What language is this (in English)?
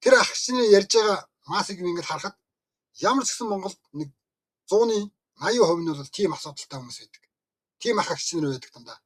Mongolian